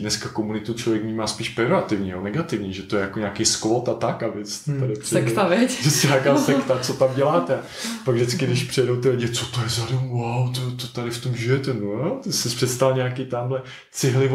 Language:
Czech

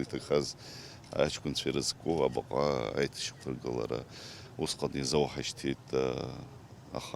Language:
Abkhazian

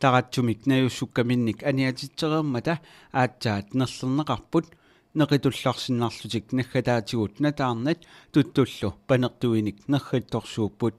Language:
Kalaallisut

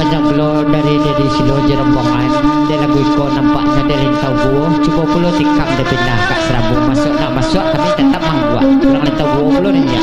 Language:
Minangkabau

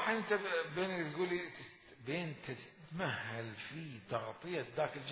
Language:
Mesopotamian Arabic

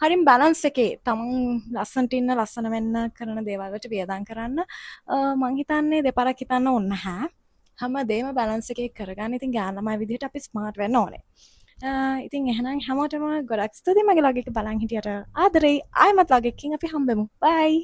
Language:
Sinhala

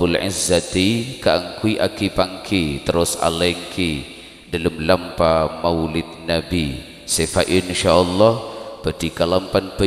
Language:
Madurese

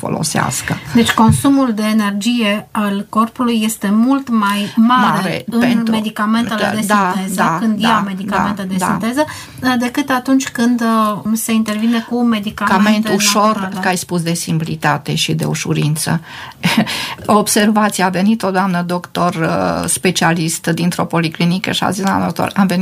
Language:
Romanian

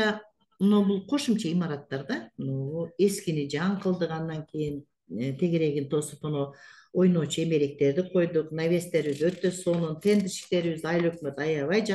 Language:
Kyrgyz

